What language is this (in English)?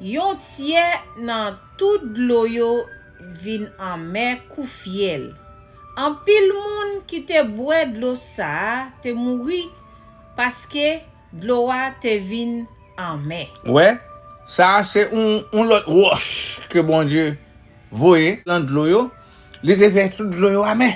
Haitian Creole